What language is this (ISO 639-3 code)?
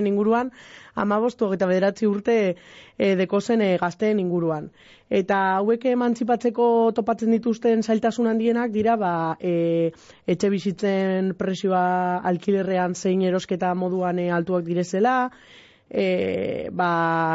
eus